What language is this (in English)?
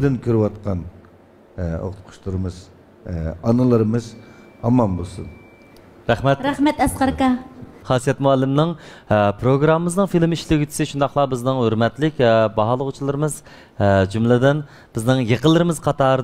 Uyghur